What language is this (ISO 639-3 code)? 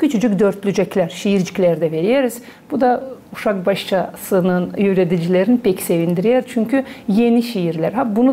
gag